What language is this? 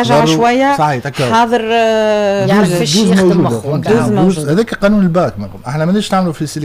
Tunisian Arabic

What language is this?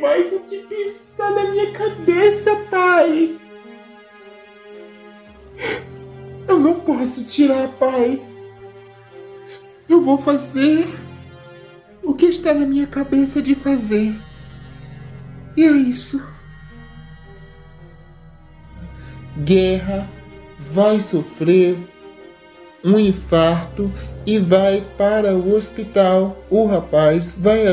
Portuguese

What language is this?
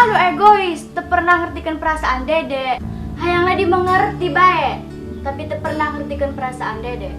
Sundanese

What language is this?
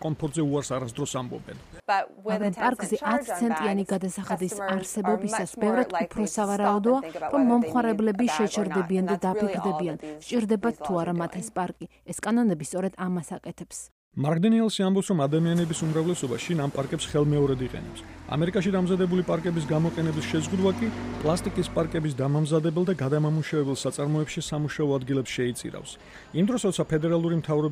Georgian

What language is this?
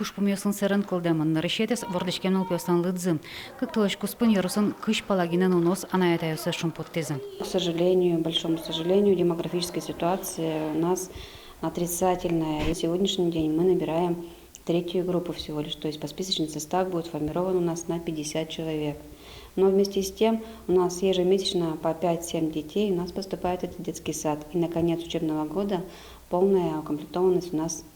Udmurt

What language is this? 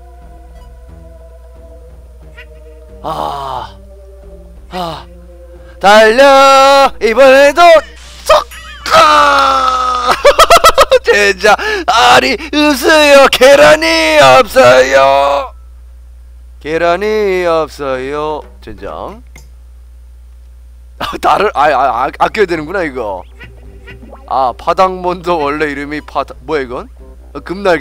Korean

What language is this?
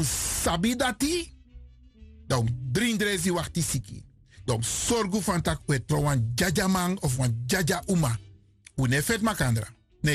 Sranan Tongo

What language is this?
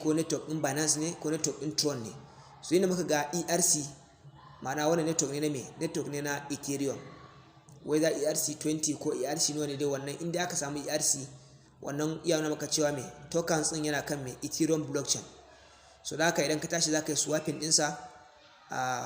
Hausa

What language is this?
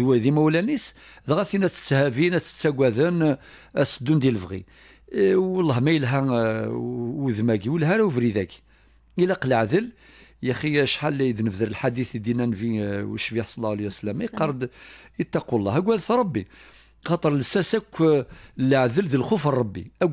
Kabyle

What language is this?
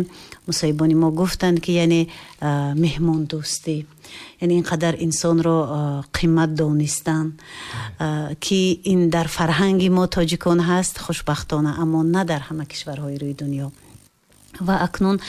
Tajik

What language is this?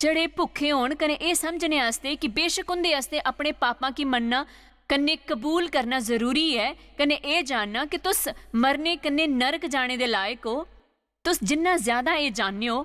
Dogri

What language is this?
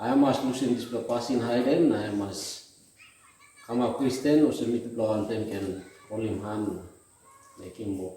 Tok Pisin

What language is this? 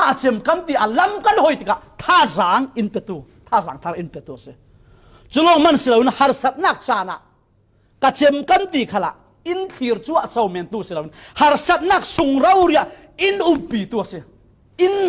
Falam Chin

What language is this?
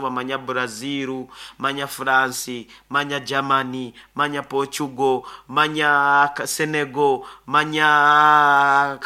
Nyoro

